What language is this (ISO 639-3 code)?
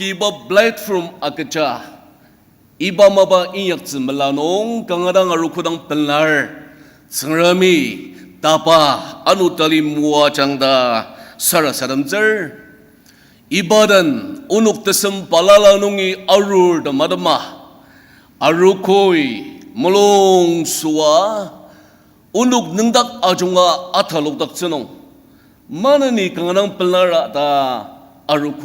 njo